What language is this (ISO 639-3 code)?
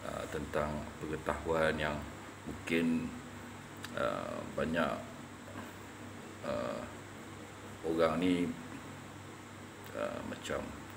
msa